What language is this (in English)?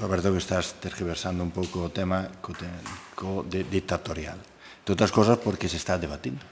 Galician